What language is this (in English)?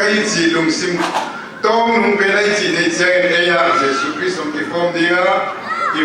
Paite Chin